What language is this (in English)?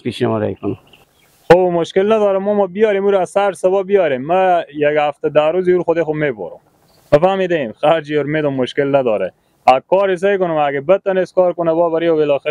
Persian